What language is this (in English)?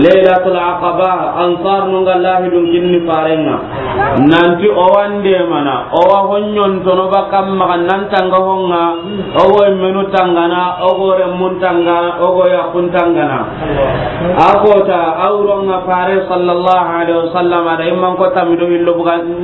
Soninke